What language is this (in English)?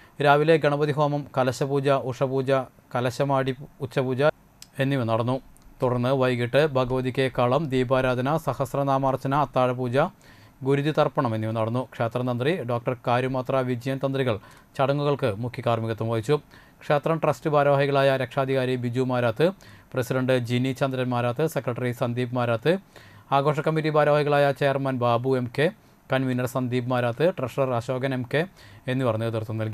Malayalam